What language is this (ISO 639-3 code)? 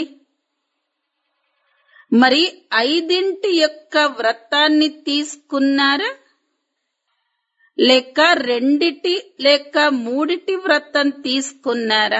tel